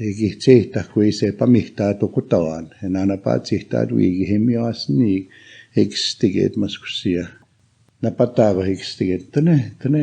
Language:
Plains Cree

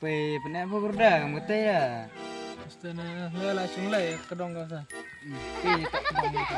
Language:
Khasi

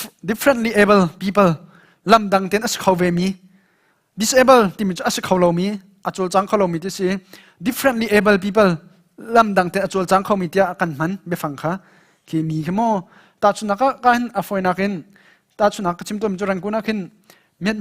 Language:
Hakha Chin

